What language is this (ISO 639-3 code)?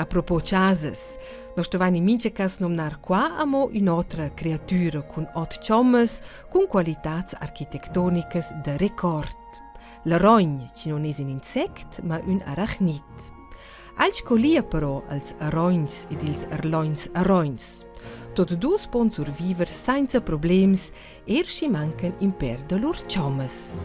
roh